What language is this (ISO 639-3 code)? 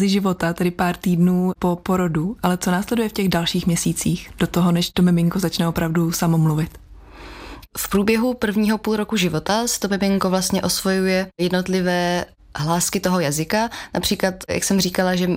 ces